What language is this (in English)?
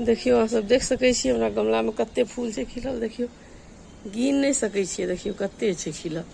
Maithili